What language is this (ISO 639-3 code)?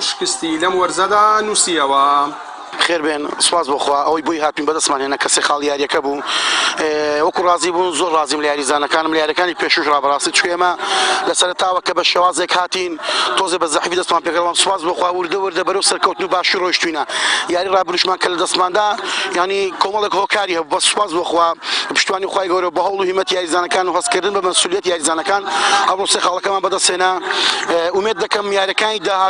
ckb